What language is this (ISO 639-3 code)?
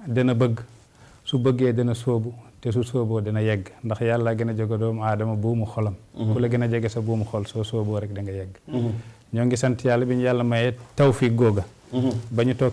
wol